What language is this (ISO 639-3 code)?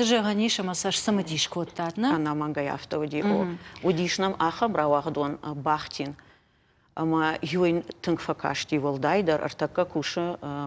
oss